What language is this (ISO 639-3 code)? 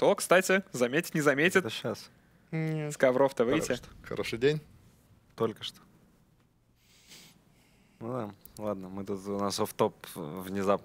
rus